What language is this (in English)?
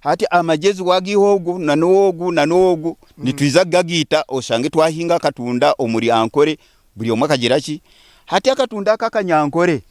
Nyankole